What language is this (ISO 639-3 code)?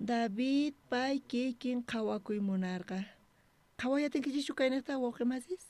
quh